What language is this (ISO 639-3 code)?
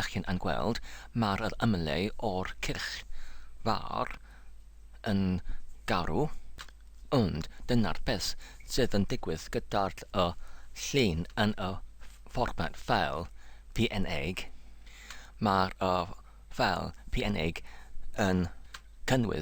cym